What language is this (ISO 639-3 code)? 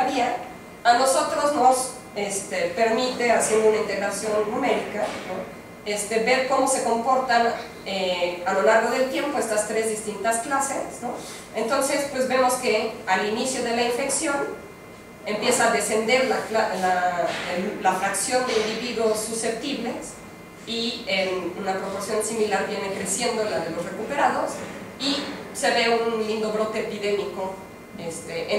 spa